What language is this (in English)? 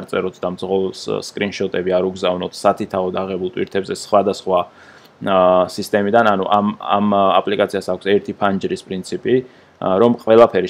Georgian